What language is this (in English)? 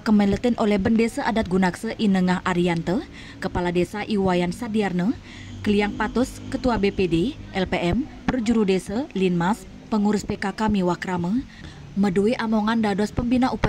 Balinese